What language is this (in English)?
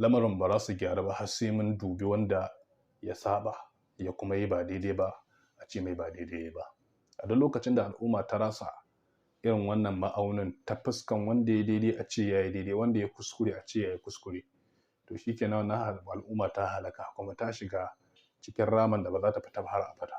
Hausa